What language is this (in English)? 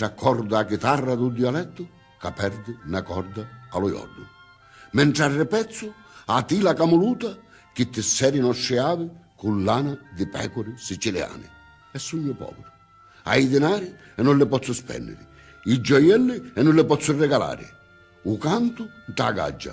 Sicilian